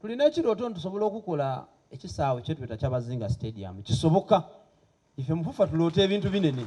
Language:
Soga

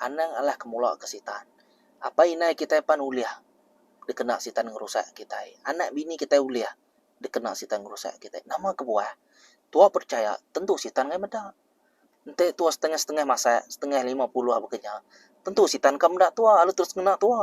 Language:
Iban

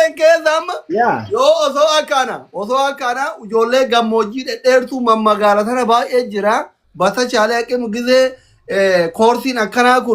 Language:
Oromo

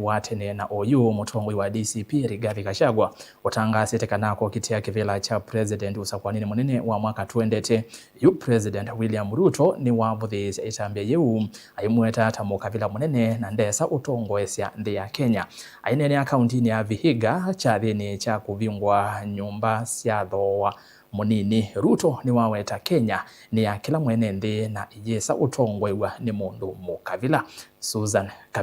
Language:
Kamba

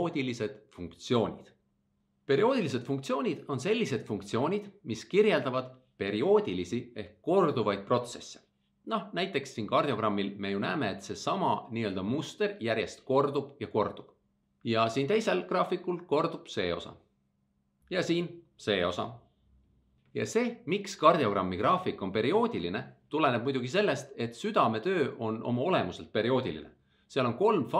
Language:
Estonian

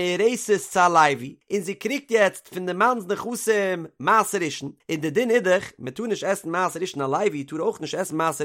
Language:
Yiddish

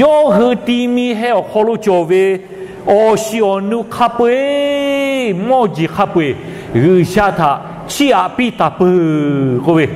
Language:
Lahu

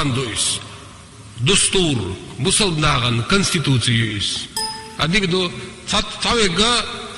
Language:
Chechen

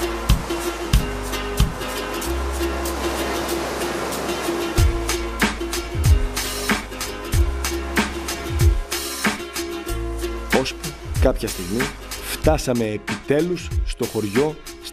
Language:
Greek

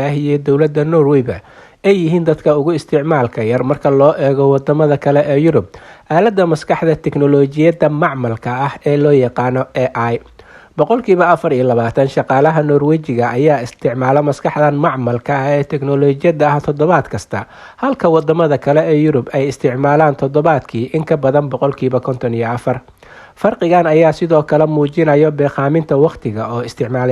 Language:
Somali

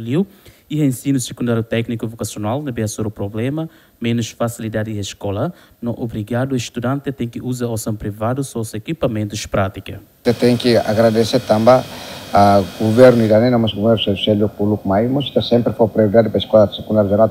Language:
Tetum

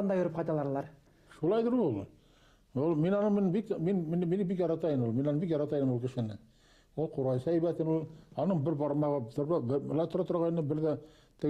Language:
Bashkir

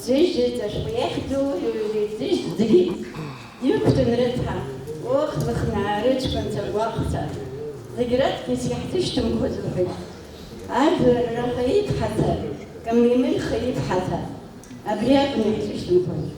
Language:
Abkhazian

